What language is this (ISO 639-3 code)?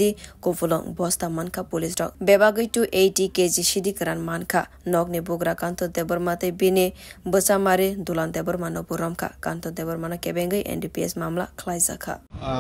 trp